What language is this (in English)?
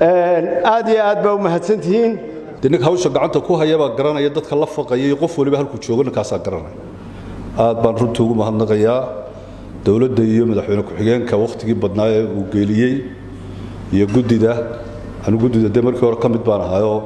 Somali